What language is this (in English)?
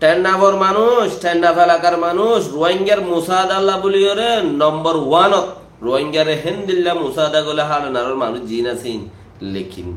Rohingya